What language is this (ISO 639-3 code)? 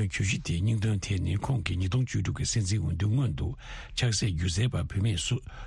bod